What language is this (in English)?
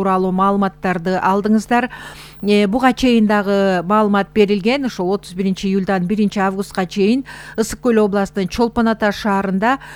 Kyrgyz